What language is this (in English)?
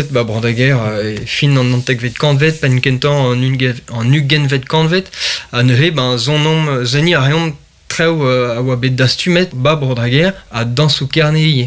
Breton